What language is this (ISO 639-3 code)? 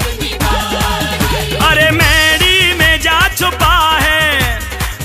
hin